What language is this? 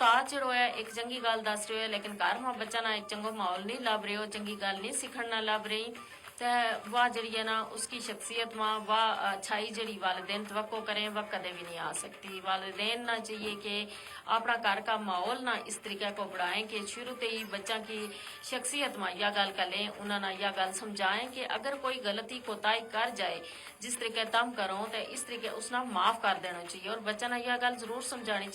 Gujari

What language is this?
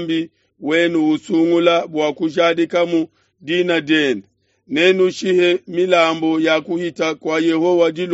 Luba-Lulua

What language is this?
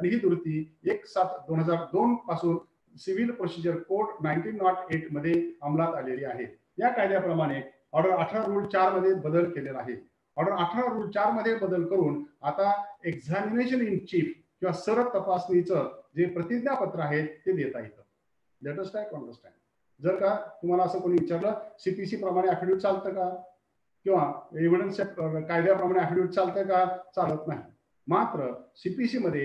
Marathi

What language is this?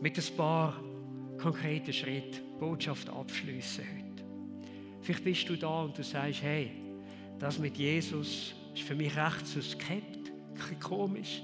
Swiss German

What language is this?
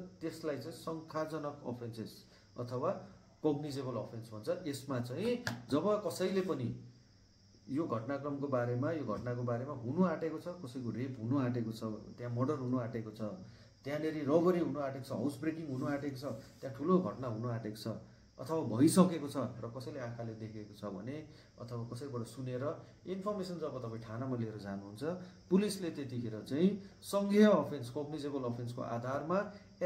Nepali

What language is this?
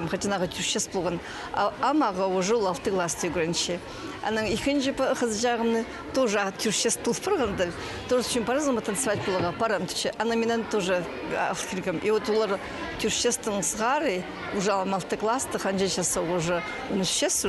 Khakas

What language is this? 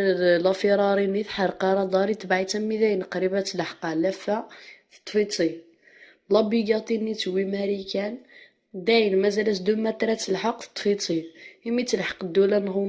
Kabyle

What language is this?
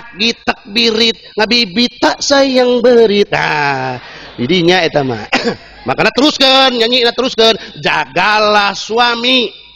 Sundanese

